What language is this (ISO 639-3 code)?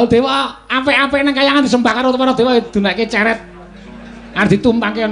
jav